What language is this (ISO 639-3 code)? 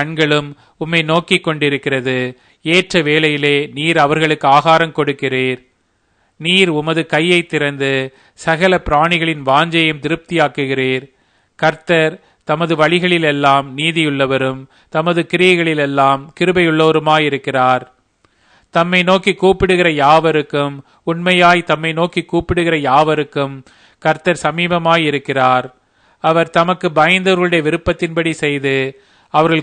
tam